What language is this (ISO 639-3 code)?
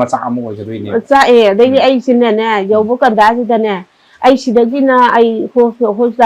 mni